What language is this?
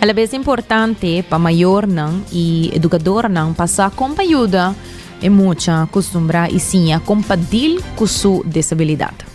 Papiamento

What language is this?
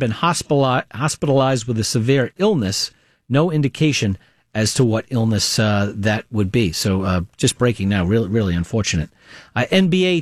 English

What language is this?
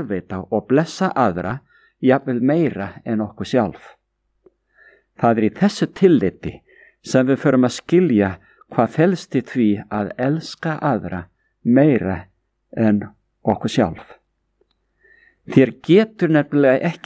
Icelandic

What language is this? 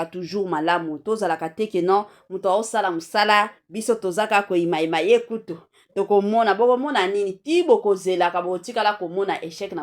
Lingala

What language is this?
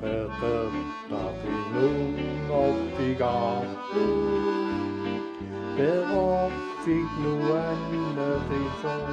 Kalaallisut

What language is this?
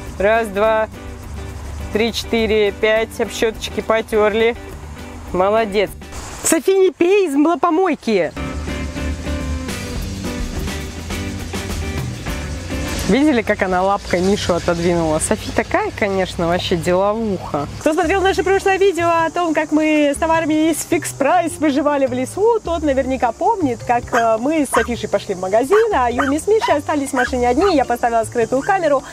Russian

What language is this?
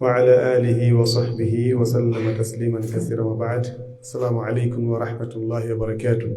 Pular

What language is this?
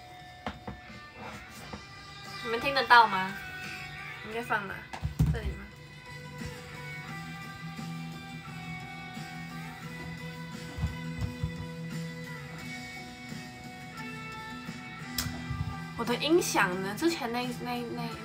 Chinese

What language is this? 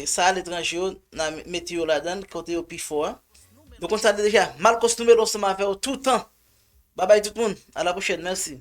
Haitian Creole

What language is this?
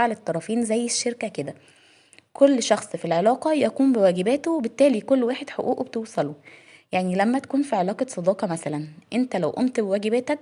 Egyptian Arabic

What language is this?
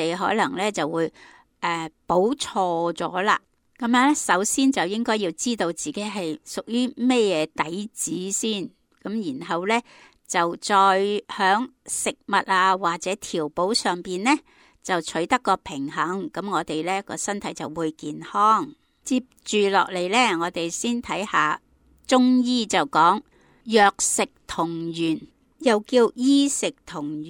Cantonese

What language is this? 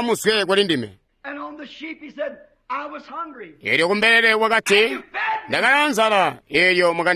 Tonga (Zambia)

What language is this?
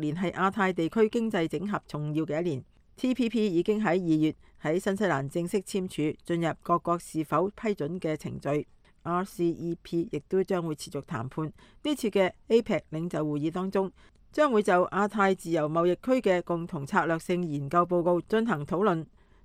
Cantonese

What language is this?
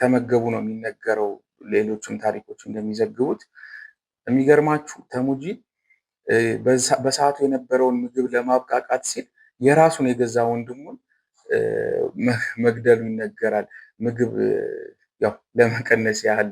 Amharic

